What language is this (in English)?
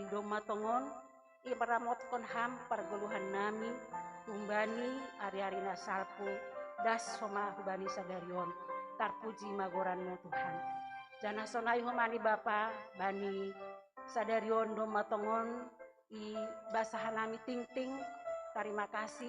Batak Simalungun